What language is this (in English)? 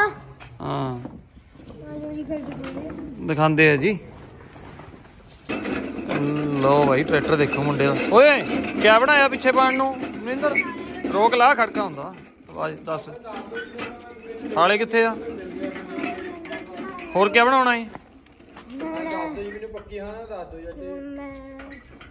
Punjabi